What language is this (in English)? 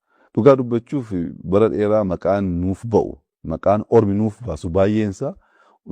Oromo